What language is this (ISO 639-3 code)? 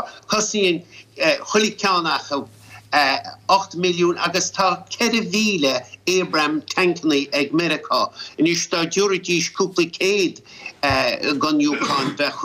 gle